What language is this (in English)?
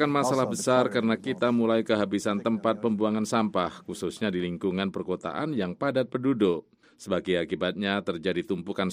Indonesian